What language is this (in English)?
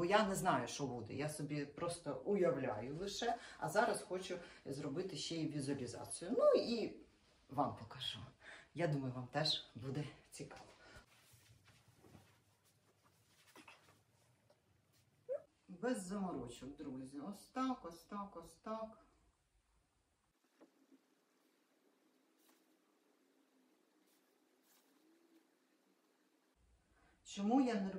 Ukrainian